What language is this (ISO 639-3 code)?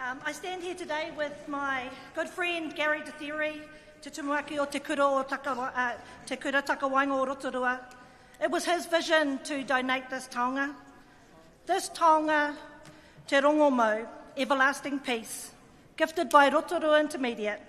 mri